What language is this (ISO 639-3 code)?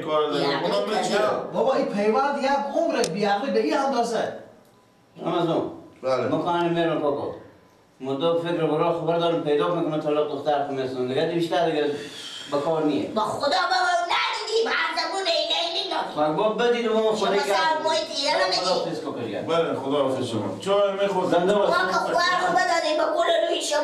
fas